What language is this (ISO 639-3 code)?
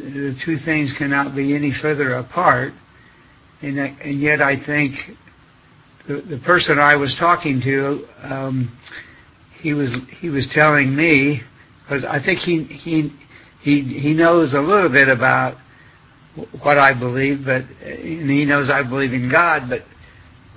eng